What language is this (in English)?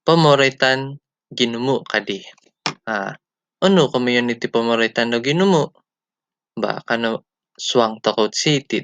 Central Dusun